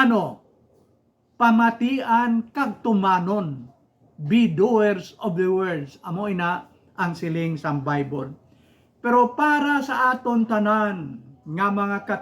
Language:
Hiligaynon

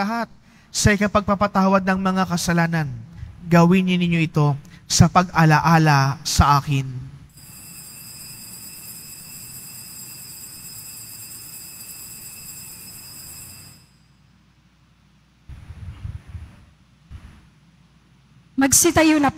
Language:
Filipino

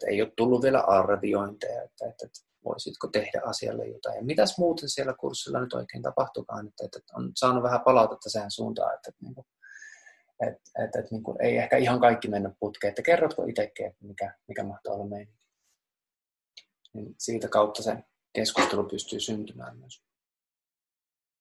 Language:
Finnish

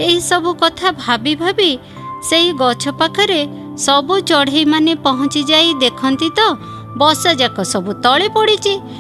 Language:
Odia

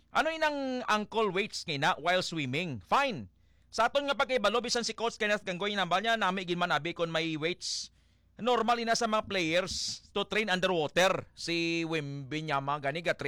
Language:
Hiligaynon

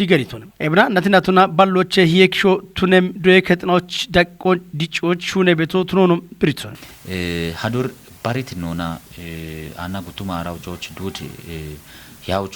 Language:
Kafa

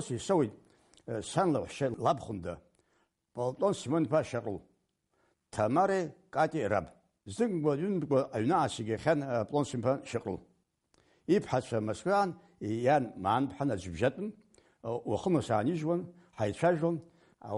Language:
Abkhazian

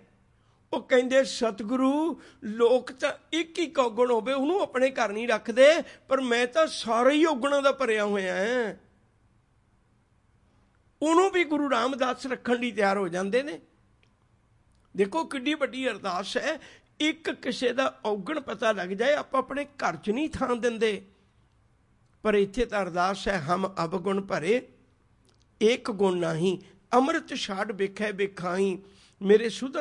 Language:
Punjabi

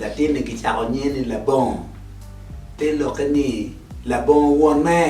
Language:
Acoli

